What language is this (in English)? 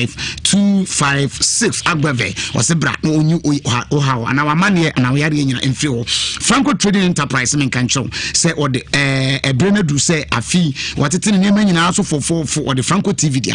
Akan